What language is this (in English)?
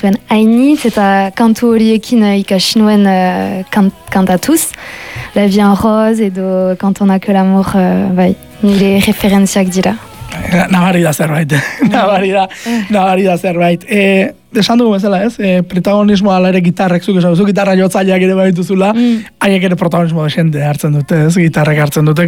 Basque